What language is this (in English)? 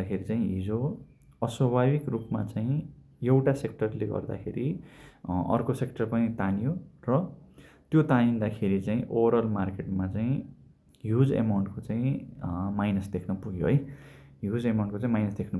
Nepali